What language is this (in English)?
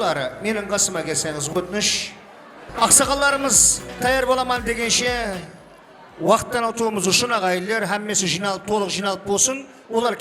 Kara-Kalpak